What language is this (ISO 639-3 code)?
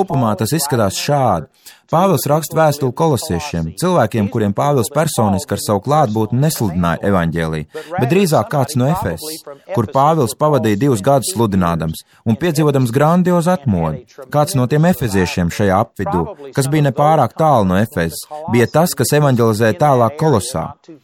lav